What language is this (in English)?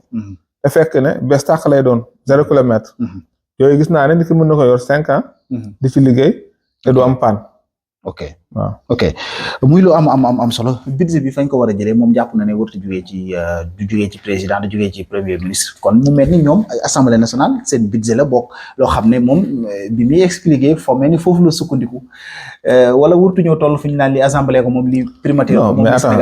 Wolof